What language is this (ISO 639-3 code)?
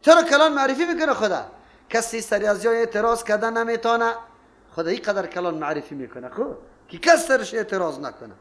fas